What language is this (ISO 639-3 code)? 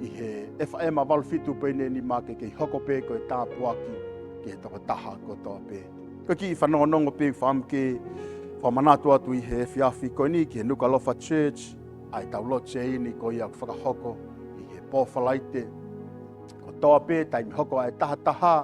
ton